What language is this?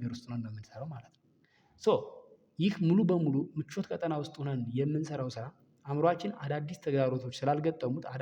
Amharic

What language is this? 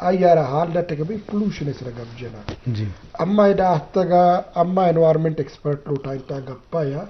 Eastern Balochi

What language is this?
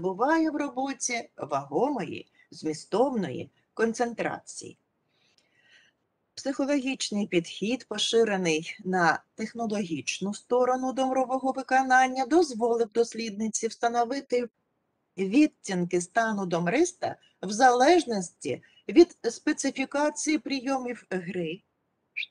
Ukrainian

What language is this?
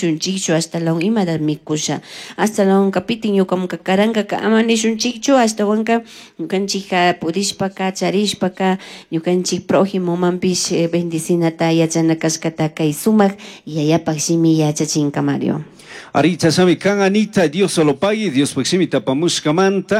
Chimborazo Highland Quichua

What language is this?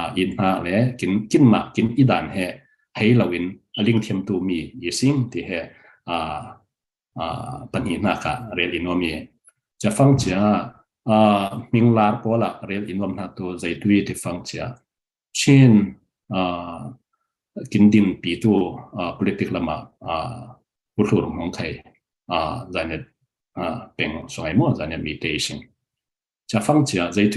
Falam Chin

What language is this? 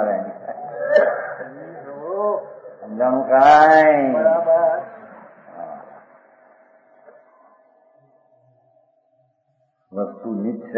Gujarati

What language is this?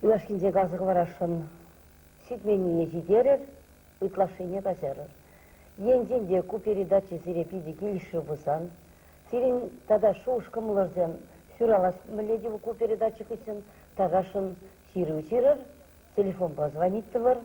Chuvash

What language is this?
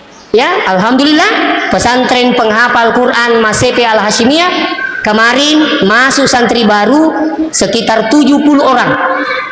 Buginese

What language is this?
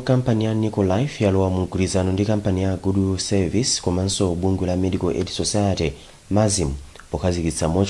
Nyanja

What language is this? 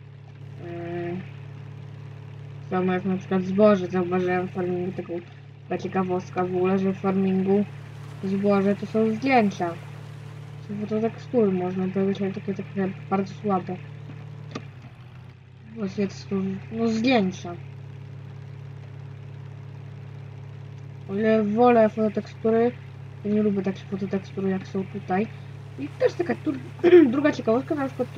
Polish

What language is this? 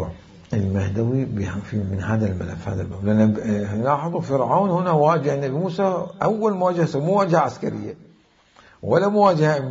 Mesopotamian Arabic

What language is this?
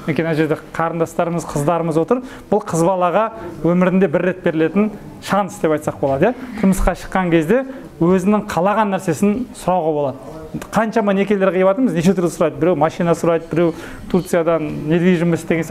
Kazakh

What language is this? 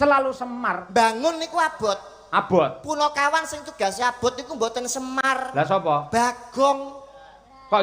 Javanese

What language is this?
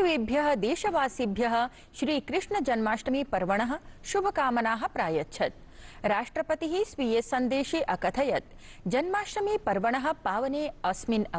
Sanskrit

